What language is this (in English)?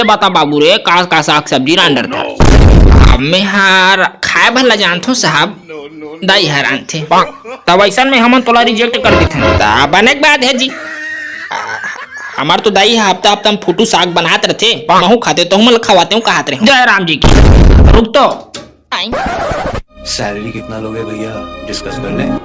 Chhattisgarhi